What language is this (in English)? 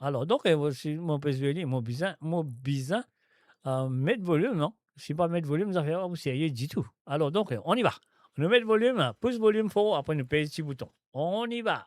Morisyen